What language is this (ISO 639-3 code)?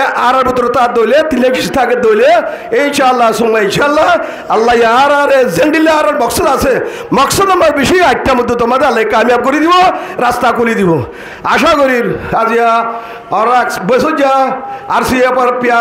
rhg